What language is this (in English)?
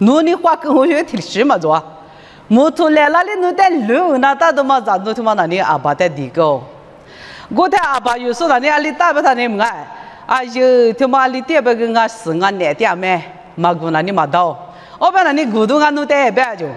Lisu